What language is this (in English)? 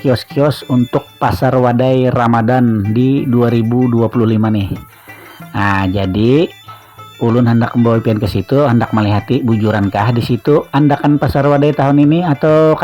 Banjar